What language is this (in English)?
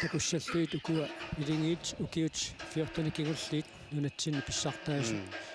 Kalaallisut